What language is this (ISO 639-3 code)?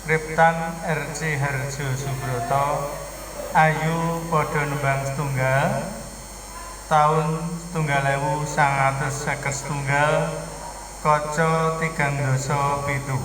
jav